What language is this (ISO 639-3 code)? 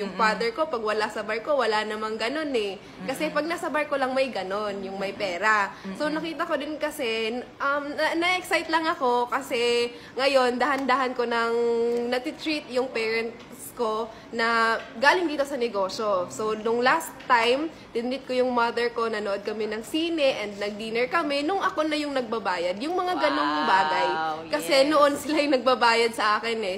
fil